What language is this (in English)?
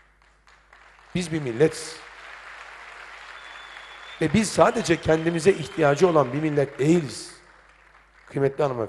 Turkish